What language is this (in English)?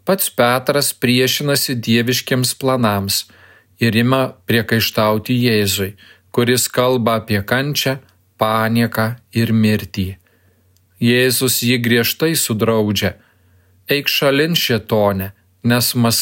Lithuanian